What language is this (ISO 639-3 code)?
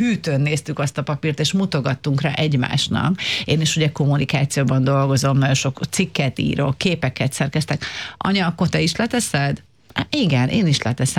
hun